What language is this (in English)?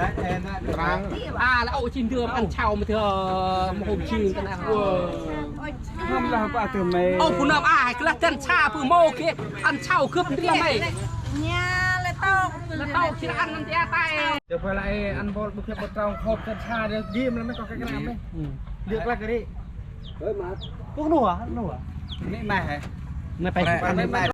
Central Mnong